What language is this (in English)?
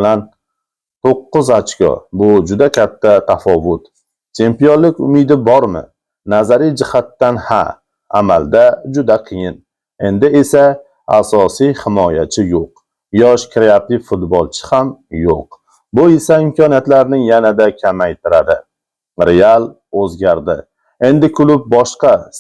Uzbek